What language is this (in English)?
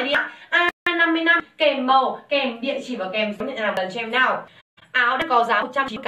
Vietnamese